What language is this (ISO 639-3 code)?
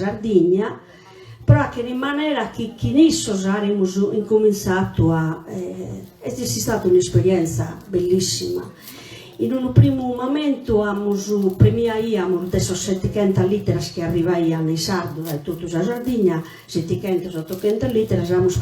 srd